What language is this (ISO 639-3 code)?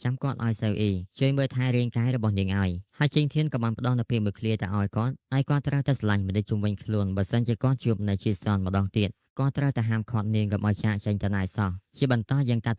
khm